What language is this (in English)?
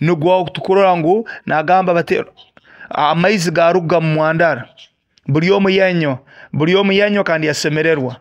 Nyoro